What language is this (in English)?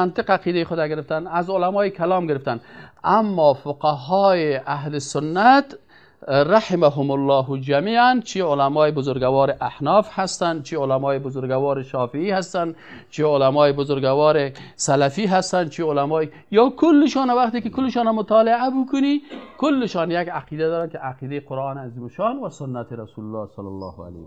Persian